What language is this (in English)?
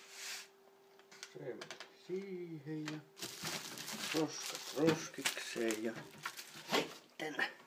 Finnish